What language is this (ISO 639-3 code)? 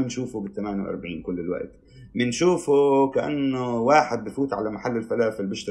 apc